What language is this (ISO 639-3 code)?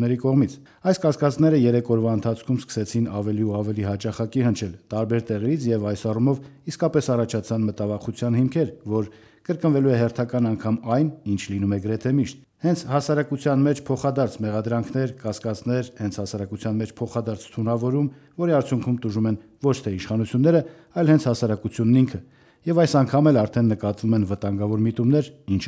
hye